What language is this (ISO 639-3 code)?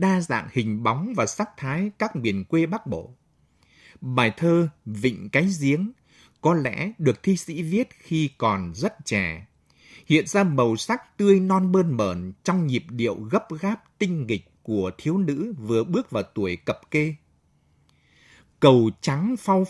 vie